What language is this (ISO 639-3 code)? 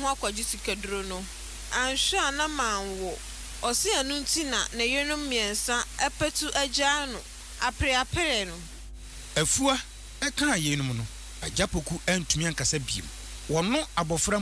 aka